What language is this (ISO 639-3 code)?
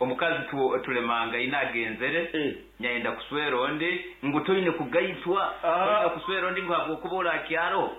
nyn